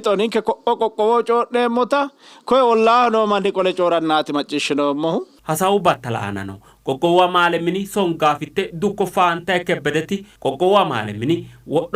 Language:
Sidamo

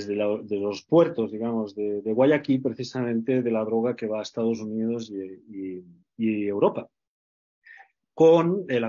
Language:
Spanish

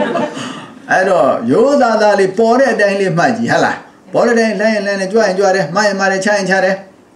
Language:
Burmese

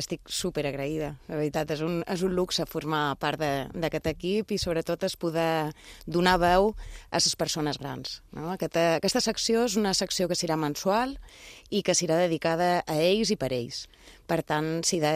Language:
Catalan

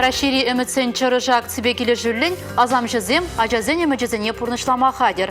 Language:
Chuvash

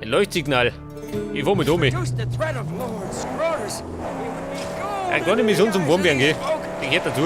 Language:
Bavarian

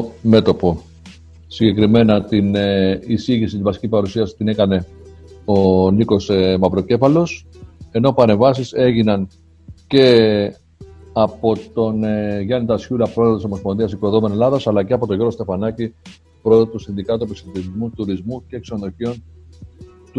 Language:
Greek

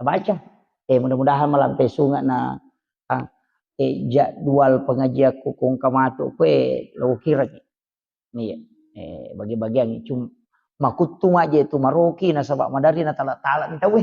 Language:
Buginese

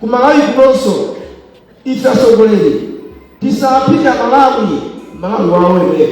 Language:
Nyanja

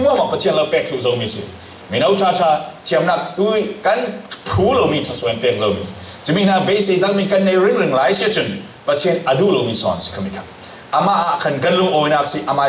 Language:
Falam Chin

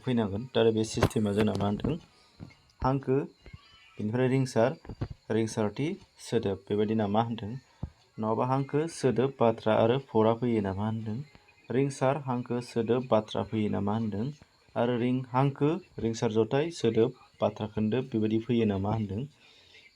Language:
Bodo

